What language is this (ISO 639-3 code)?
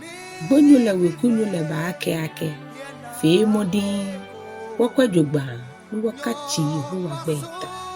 gaa